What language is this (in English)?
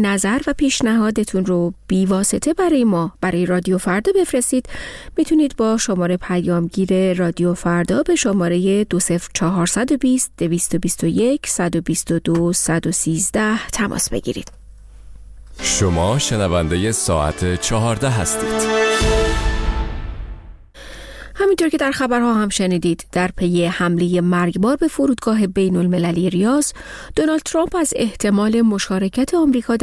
Persian